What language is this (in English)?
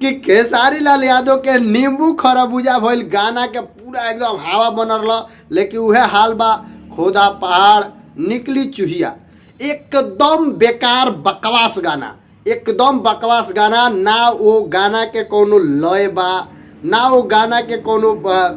Bhojpuri